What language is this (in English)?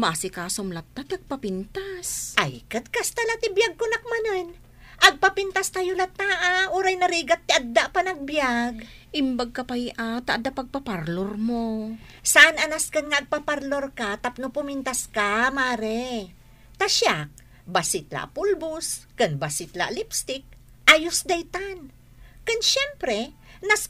Iloko